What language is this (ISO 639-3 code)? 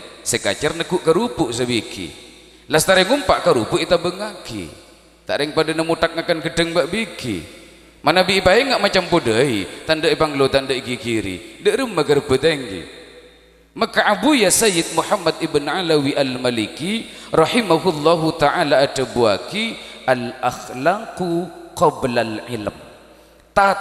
mad